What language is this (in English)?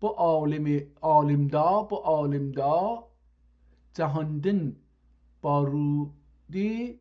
South Azerbaijani